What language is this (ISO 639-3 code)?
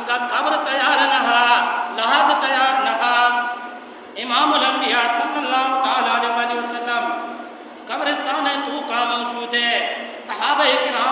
bal